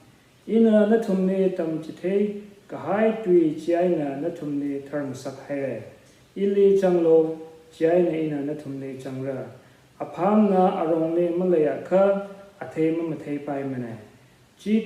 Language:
Tangkhul Naga (India)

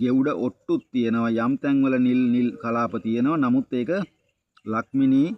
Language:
Sinhala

